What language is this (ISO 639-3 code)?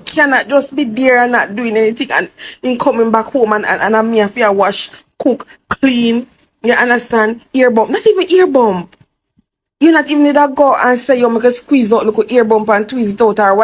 jam